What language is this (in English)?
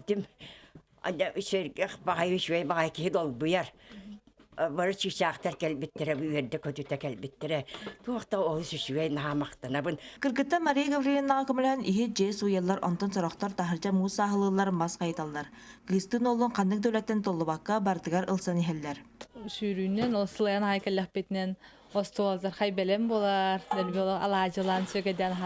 Yakut